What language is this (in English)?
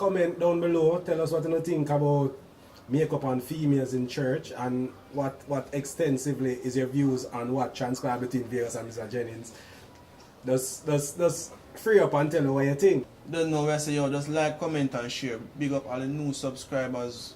Jamaican Creole English